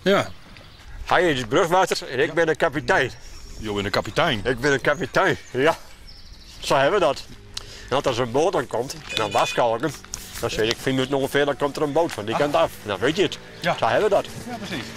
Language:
Western Frisian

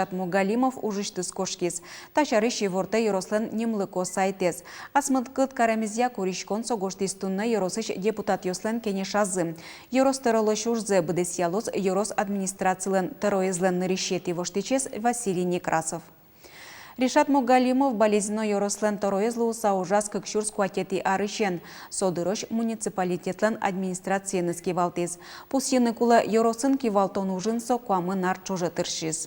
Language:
Udmurt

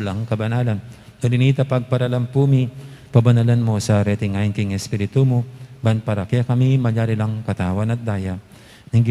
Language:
Pampanga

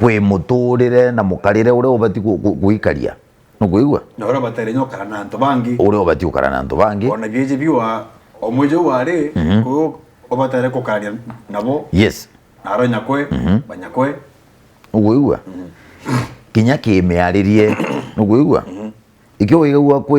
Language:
Meru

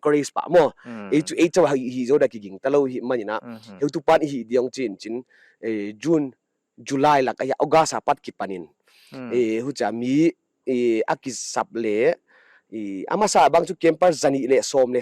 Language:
Paite Chin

